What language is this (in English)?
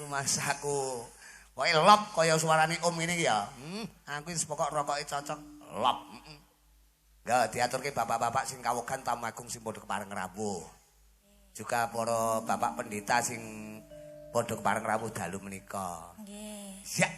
Javanese